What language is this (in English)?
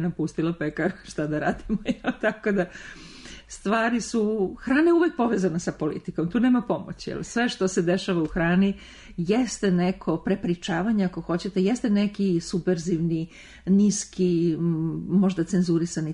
Serbian